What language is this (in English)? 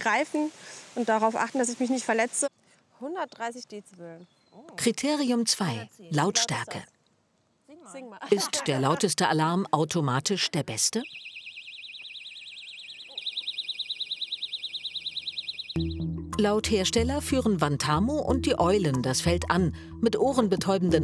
German